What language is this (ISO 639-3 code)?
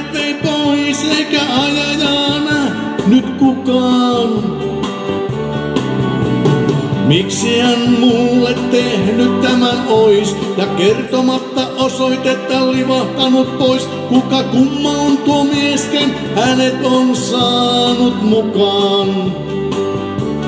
fin